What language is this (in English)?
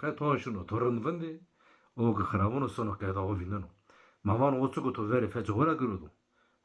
Zaza